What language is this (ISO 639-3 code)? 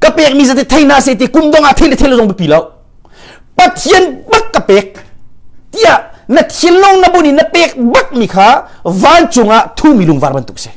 cnh